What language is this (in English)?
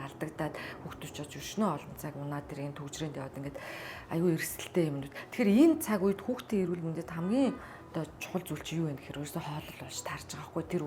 Mongolian